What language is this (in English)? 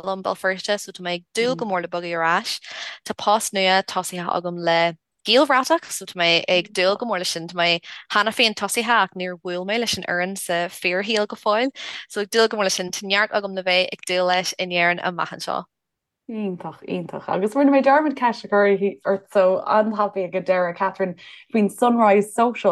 Irish